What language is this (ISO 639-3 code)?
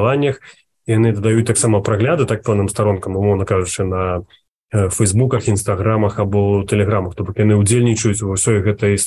bel